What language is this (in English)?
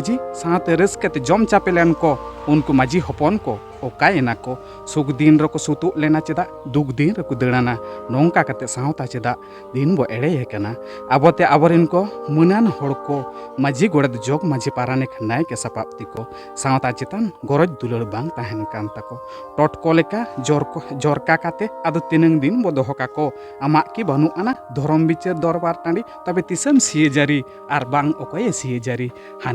Santali